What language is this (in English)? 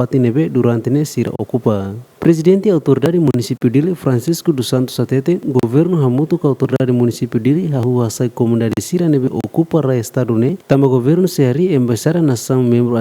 Tetum